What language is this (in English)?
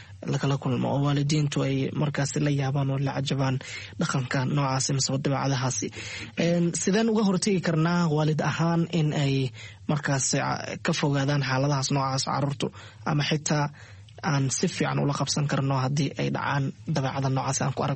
Somali